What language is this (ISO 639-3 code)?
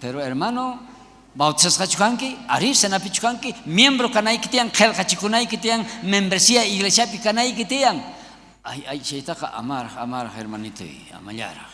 quh